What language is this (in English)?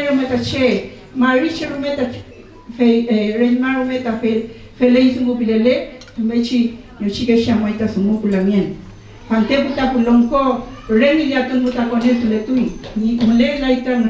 Mapuche